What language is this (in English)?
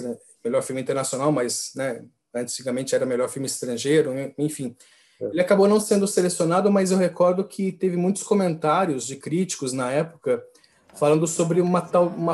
Portuguese